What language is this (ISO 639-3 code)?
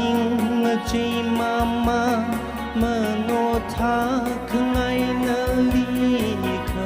nmf